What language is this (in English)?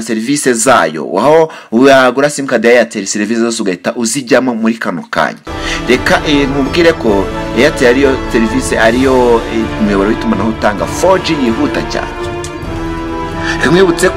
Kinyarwanda